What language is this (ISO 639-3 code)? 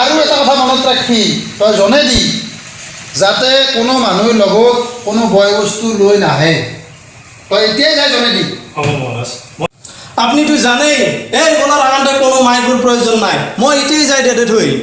asm